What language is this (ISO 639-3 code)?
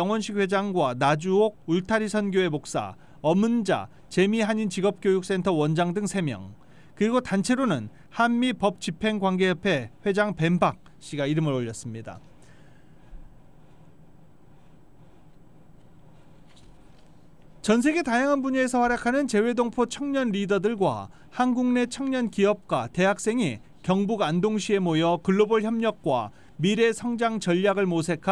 kor